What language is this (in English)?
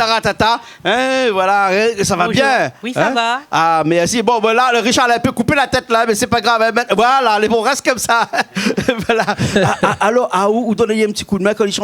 Réunion Creole French